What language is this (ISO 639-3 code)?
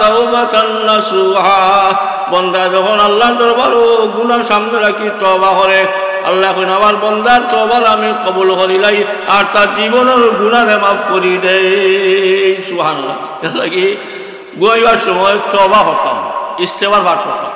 syl